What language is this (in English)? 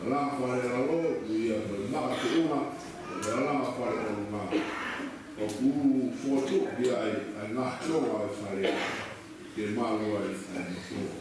Tongan